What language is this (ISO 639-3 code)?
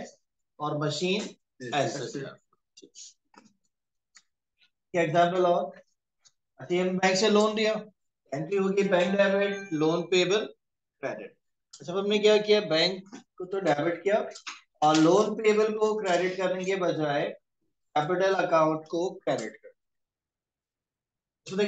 hin